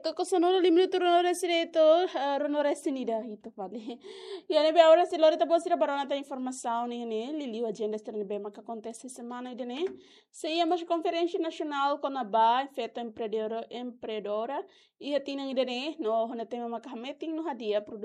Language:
Tetum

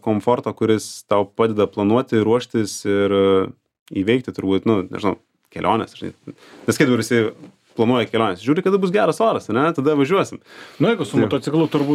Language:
Lithuanian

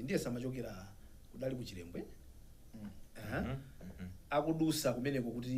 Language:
Nyanja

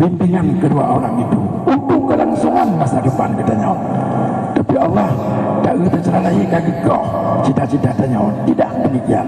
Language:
Achinese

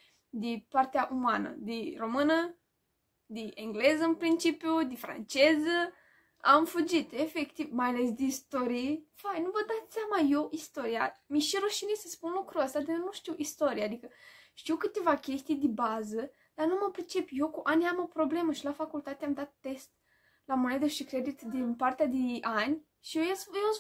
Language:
Romanian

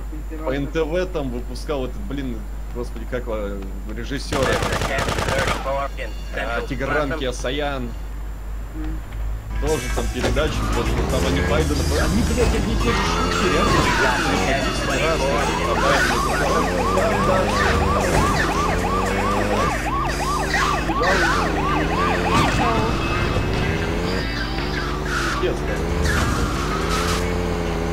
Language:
Russian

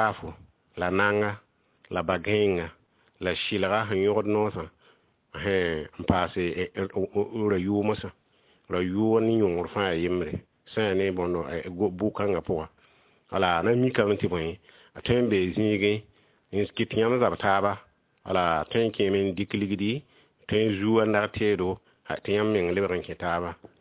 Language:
Mossi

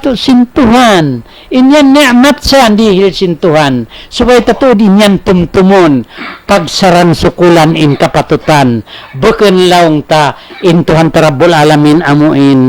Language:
Tausug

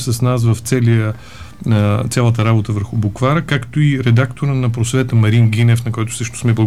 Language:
Bulgarian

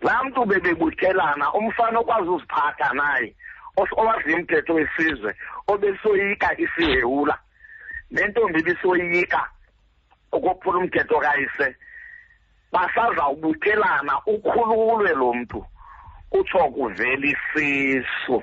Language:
Xhosa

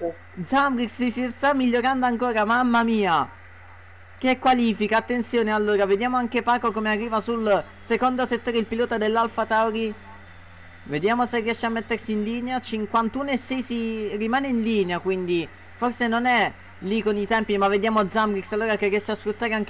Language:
Italian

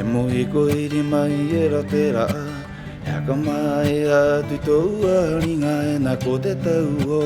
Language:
Rapanui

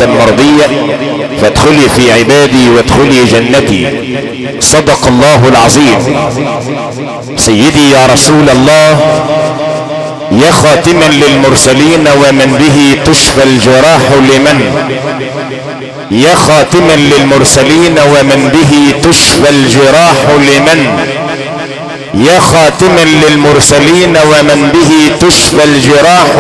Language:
Arabic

